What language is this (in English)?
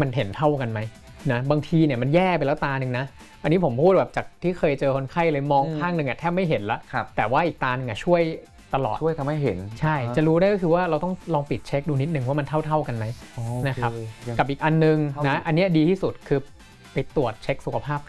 Thai